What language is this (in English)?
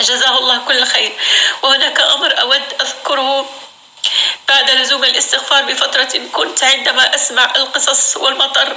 North Levantine Arabic